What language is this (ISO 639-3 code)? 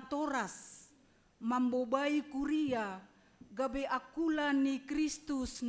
bts